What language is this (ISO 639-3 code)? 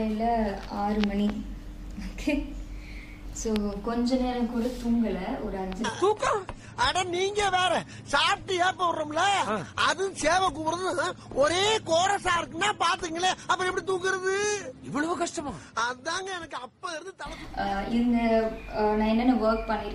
tam